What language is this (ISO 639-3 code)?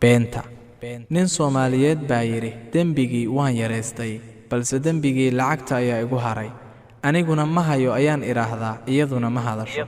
som